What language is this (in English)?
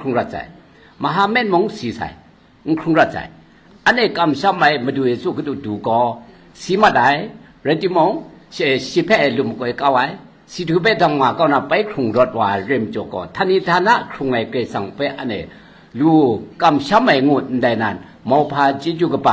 Kachin